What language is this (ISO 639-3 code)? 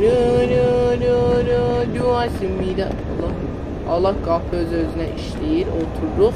azb